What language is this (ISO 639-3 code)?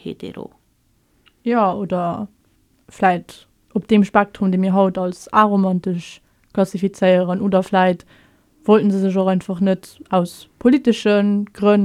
ltz